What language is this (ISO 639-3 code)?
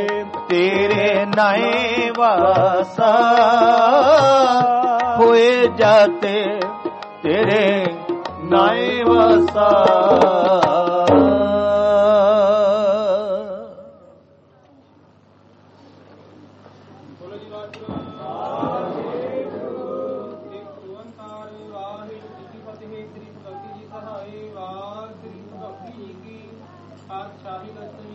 pan